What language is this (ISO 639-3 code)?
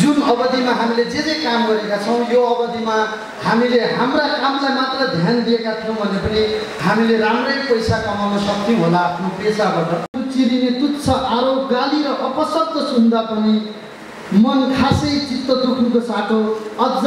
nep